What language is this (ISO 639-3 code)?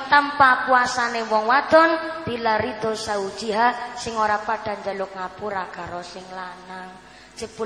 jav